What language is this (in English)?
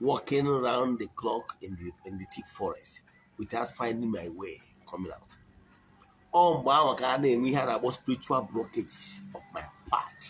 Igbo